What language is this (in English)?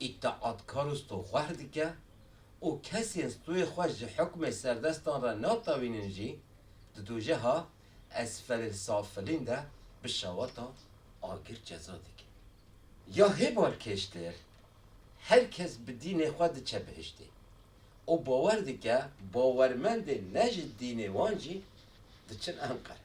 Kurdish